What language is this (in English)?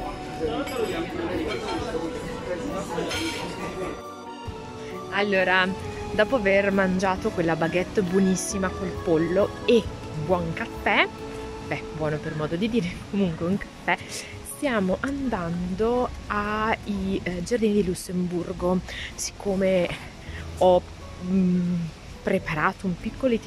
Italian